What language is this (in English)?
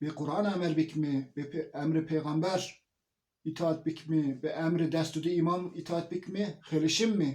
Zaza